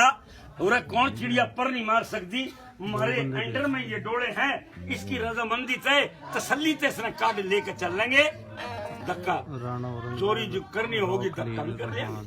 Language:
Haryanvi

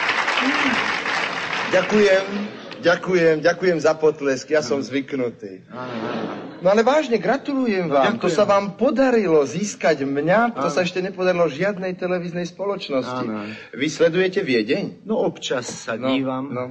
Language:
Slovak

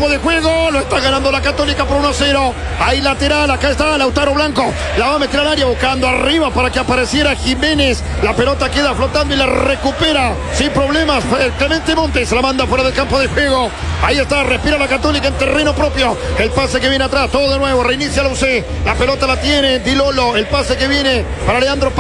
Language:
Spanish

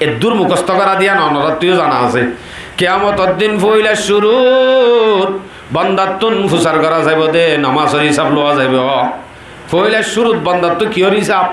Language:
Rohingya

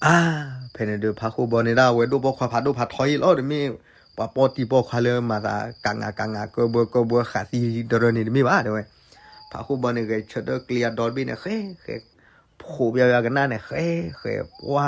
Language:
S'gaw Karen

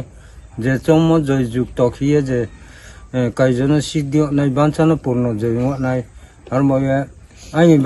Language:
Riang (India)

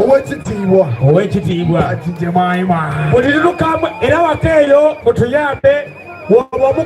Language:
Soga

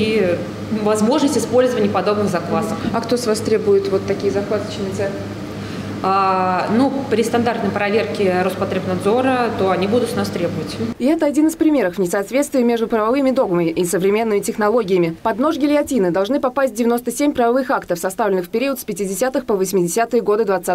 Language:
Russian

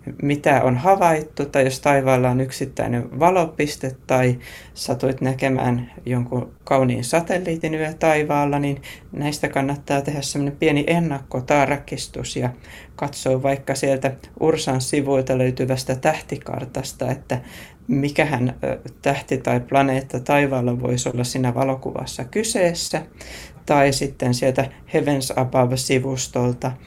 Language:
Finnish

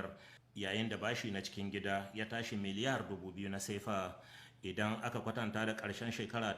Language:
Hausa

